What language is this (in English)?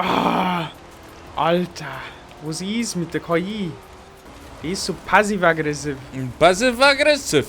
Bavarian